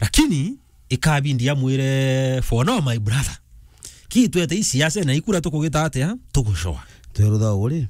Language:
Meru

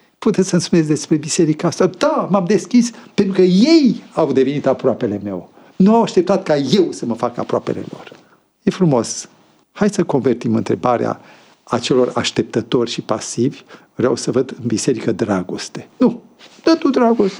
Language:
Romanian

